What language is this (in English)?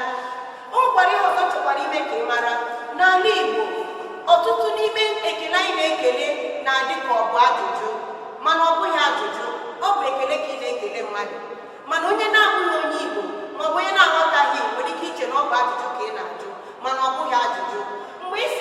Igbo